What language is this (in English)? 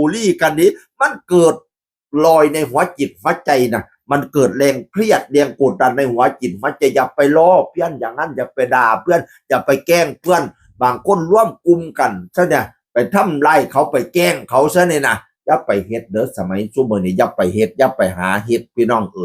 Northeastern Thai